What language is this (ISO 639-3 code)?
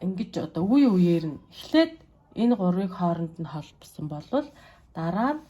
mon